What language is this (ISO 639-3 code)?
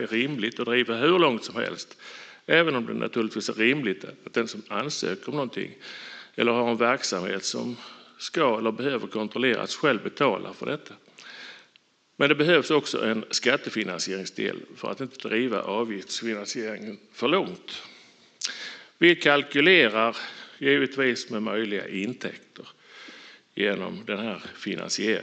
swe